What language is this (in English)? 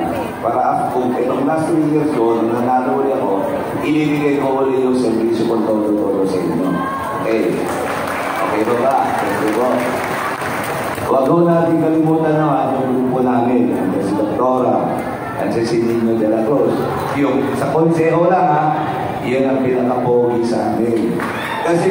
Filipino